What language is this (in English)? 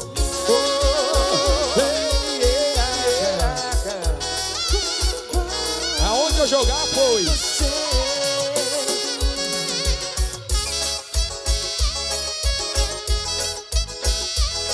Portuguese